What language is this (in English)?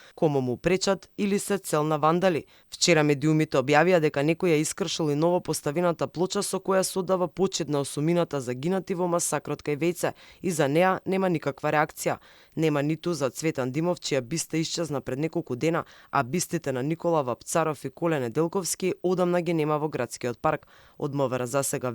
Macedonian